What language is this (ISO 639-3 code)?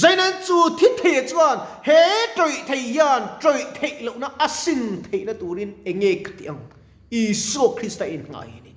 lus